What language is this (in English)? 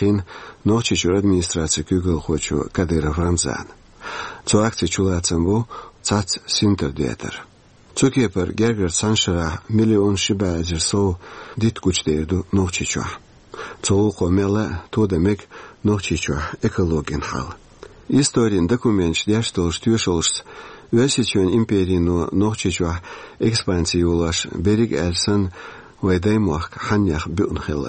Chechen